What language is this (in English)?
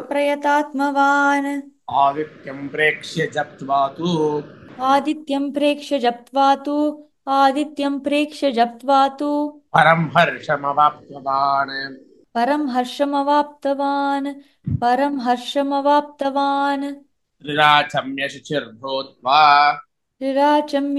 Sanskrit